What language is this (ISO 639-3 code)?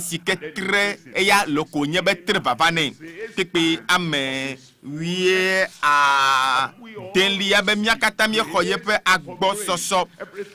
ewe